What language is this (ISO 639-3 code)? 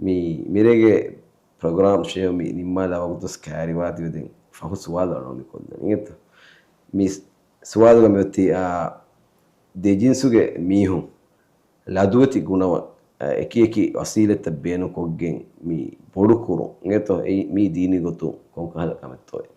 div